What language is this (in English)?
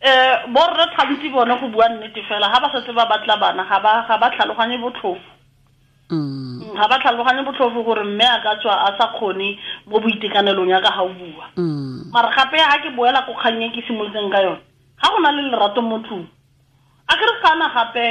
Tswana